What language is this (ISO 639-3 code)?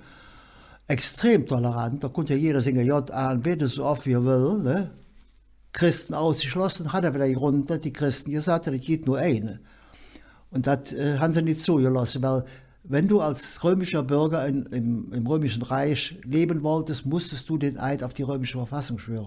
ksh